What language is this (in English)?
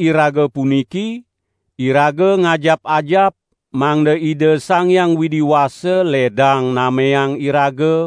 Balinese